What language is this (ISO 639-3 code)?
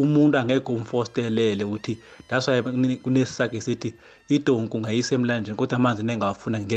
nbl